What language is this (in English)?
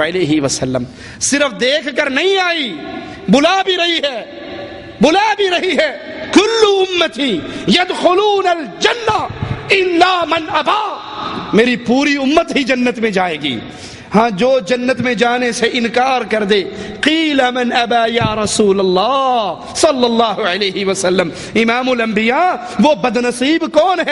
Urdu